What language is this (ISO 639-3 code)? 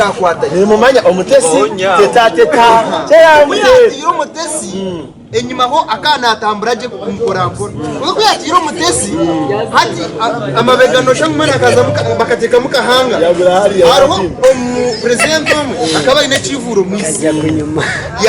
nyn